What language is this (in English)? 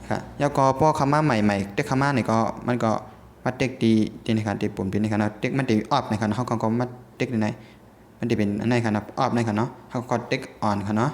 Shan